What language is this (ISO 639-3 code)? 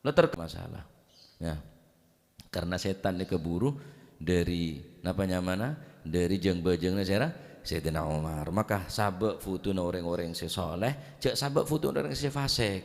mad